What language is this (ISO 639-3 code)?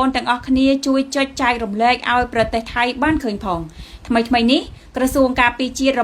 khm